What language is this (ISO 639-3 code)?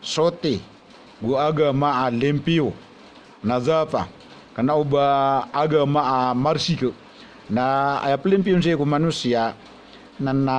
mrw